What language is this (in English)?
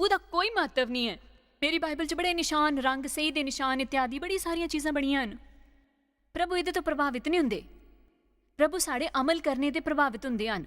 Dogri